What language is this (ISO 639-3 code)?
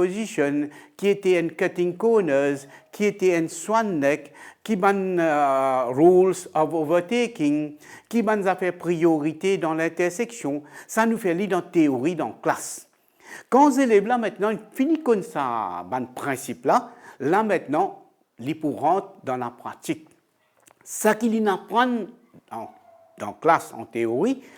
mfe